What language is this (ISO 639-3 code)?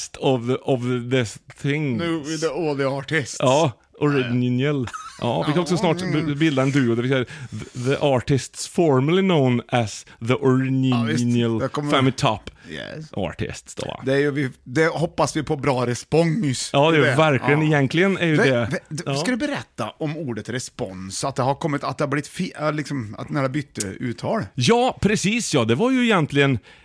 swe